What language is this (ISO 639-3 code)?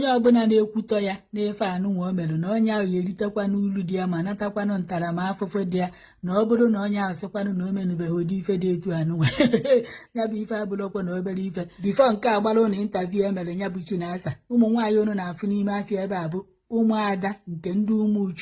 ibo